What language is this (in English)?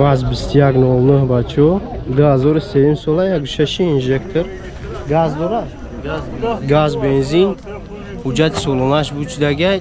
Tajik